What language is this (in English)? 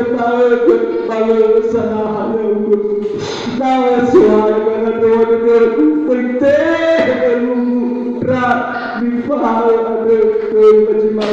Nias